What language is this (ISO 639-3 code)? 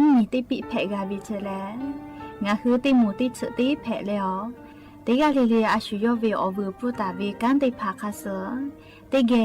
lhu